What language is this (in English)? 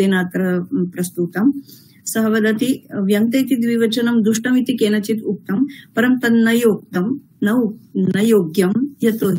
Sanskrit